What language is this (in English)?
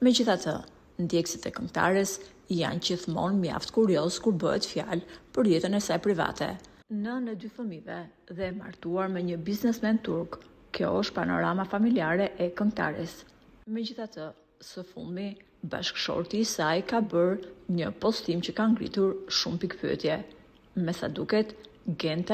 Albanian